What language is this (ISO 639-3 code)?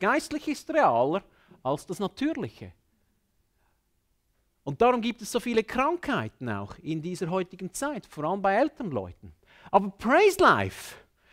deu